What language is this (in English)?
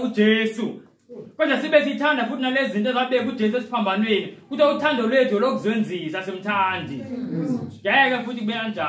Zulu